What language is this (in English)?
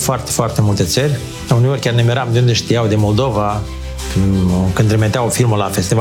Romanian